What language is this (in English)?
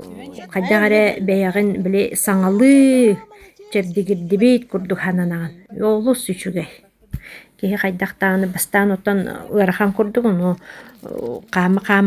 Yakut